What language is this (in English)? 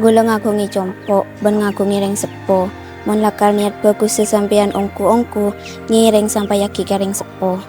Madurese